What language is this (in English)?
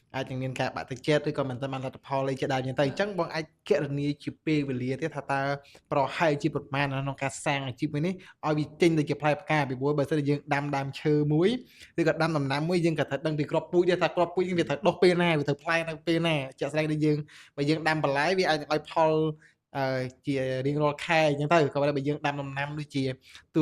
Khmer